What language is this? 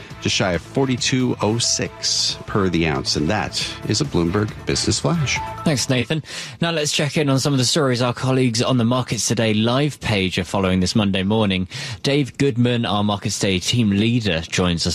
English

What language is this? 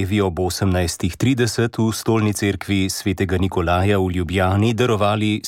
Slovenian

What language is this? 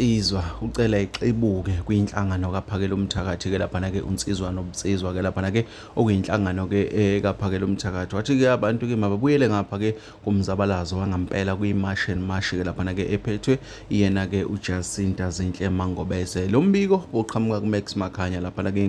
Zulu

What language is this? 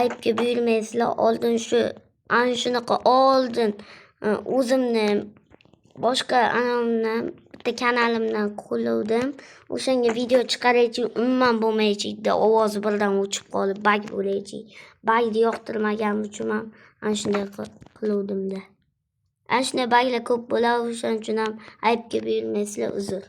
Uzbek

